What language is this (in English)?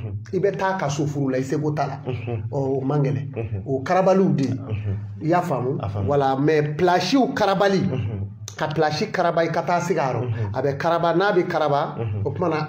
Bambara